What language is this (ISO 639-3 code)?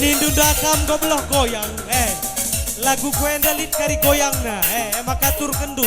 btx